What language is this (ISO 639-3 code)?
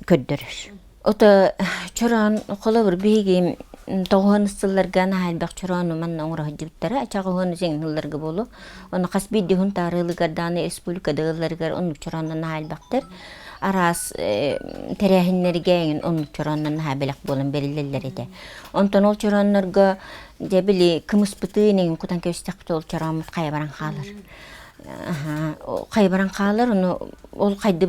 sah